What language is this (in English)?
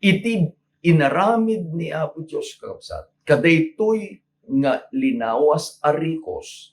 Iloko